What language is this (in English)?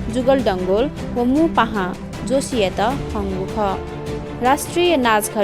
Newari